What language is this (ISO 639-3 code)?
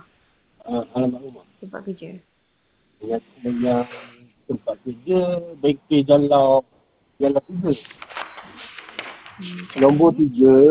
msa